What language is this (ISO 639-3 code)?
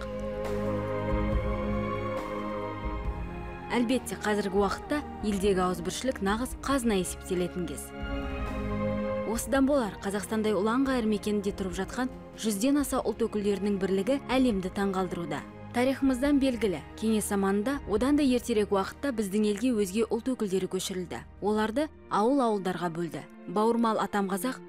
kaz